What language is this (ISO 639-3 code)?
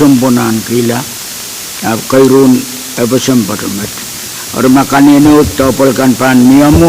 pon